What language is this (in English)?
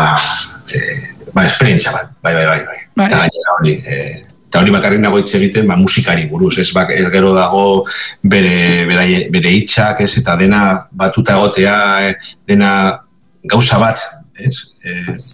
Basque